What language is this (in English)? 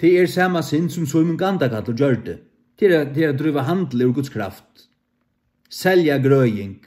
Faroese